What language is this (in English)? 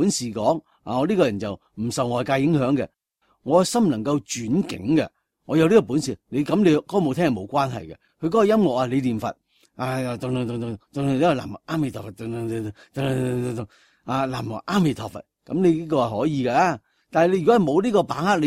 Cantonese